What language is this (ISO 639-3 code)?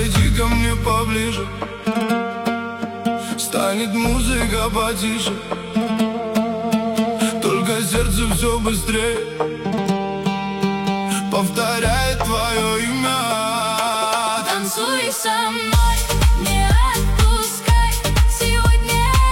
rus